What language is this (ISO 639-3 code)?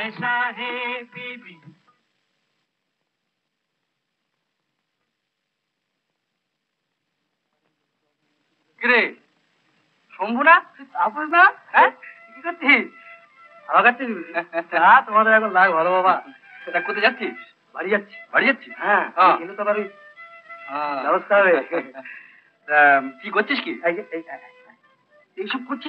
ben